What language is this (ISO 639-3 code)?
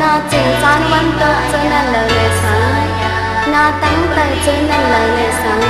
shn